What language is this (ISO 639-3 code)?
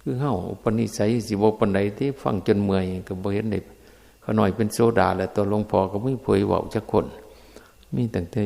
tts